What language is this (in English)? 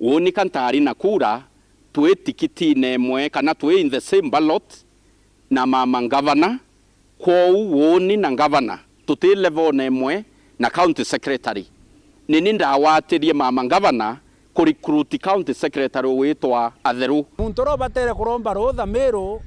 Meru